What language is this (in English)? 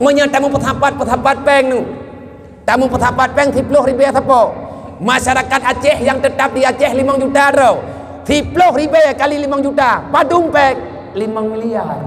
Achinese